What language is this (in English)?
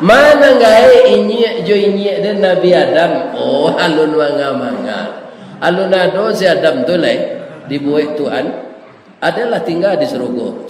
Minangkabau